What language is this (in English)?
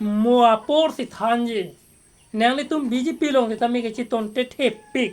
Karbi